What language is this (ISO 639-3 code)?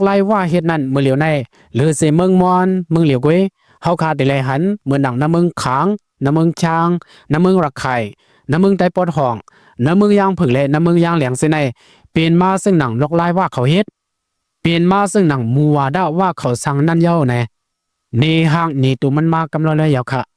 shn